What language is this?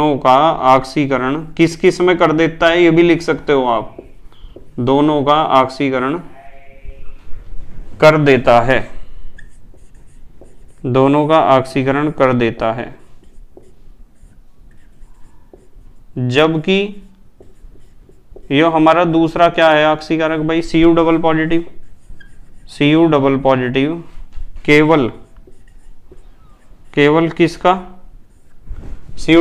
Hindi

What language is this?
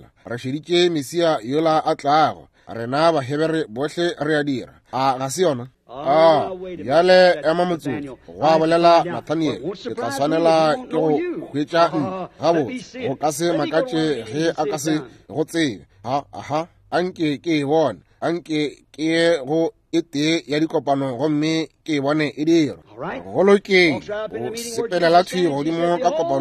Northern Sotho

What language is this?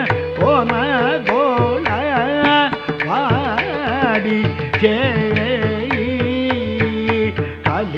Telugu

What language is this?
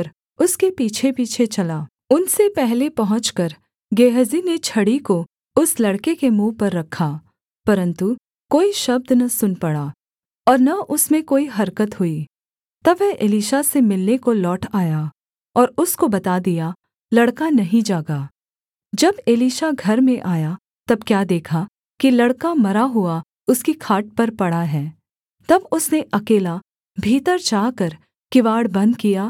Hindi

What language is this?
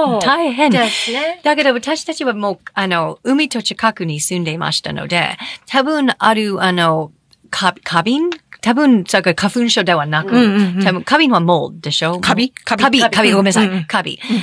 Japanese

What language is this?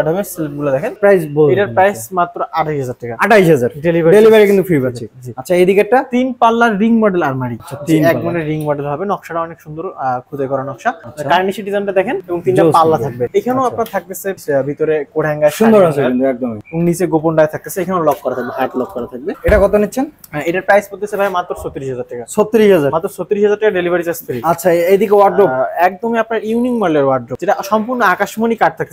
Bangla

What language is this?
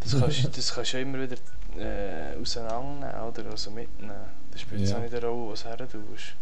Swiss German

